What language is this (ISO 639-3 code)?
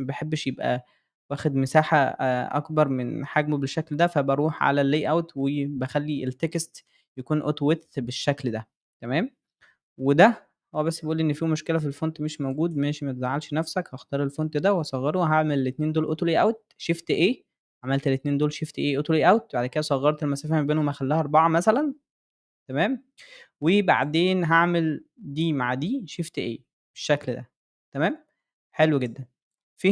arz